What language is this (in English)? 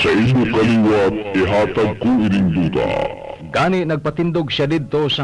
Hiligaynon